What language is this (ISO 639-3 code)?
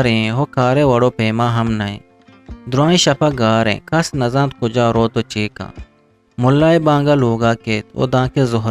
bgp